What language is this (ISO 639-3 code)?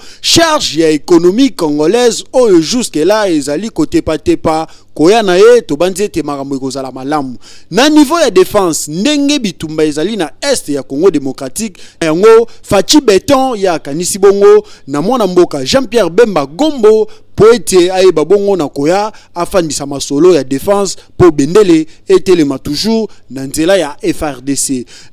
lin